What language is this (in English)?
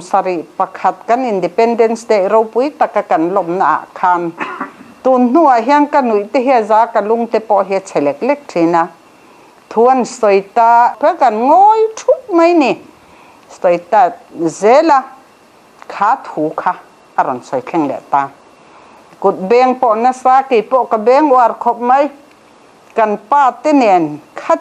Mizo